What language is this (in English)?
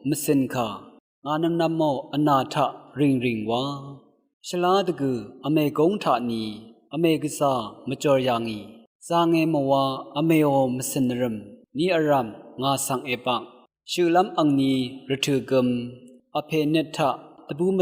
Rawang